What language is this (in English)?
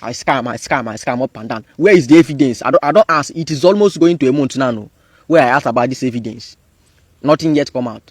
Nigerian Pidgin